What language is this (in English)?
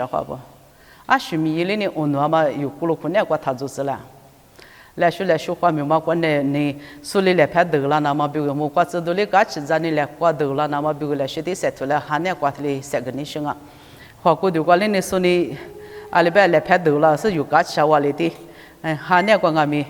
Lisu